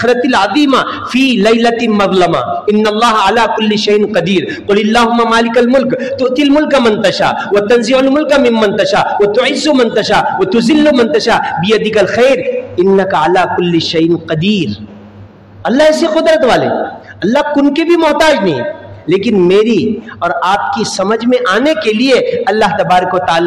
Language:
Urdu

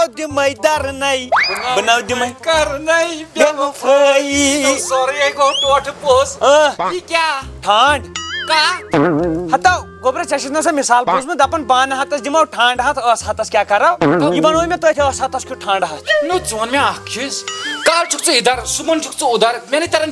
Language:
Kashmiri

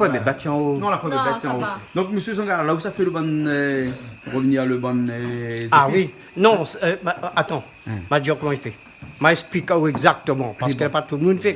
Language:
Réunion Creole French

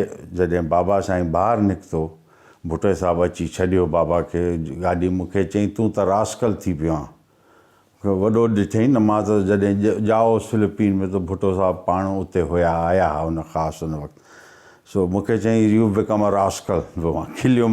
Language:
Sindhi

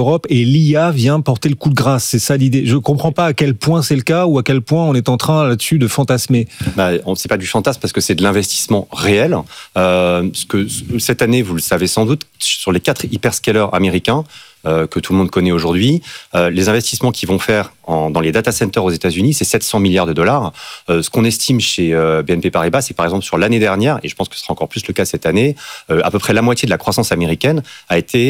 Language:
French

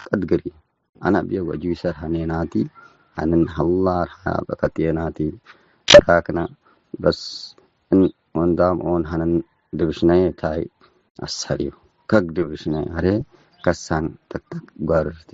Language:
Tigre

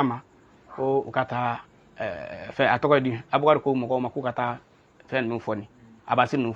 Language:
Bambara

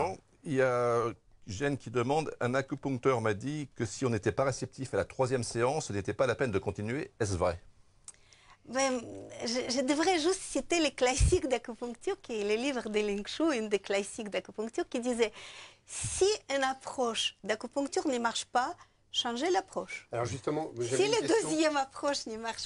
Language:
French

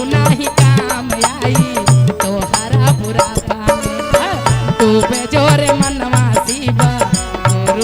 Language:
Magahi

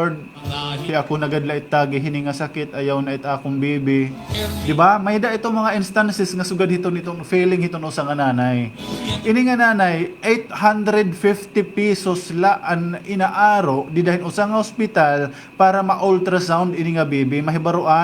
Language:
Waray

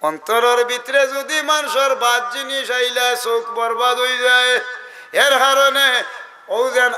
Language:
Sylheti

